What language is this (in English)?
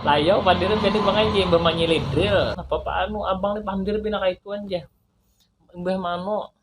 Banjar